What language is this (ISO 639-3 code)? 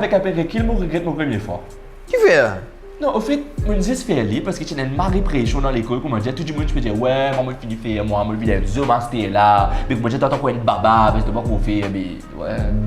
mfe